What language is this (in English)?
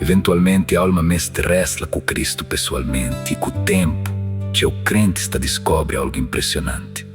Kabuverdianu